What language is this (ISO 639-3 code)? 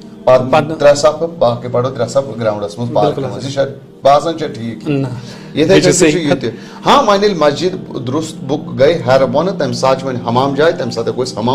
kas